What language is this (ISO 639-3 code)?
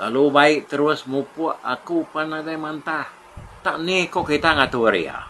iba